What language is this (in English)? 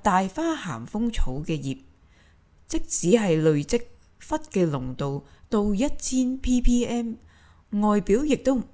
Hakka Chinese